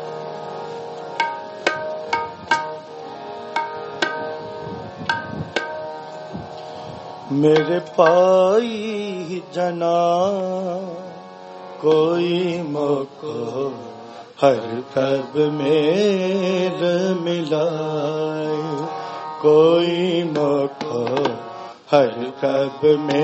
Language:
Punjabi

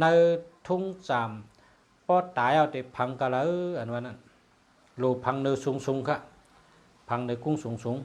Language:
Shan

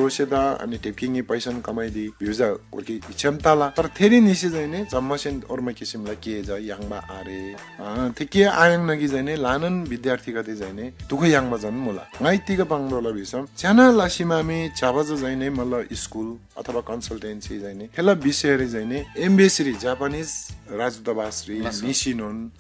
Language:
Eastern Tamang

